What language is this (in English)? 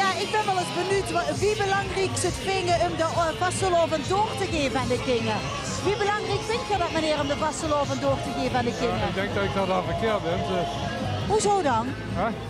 Limburgish